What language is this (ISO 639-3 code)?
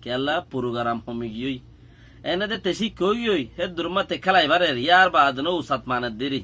rhg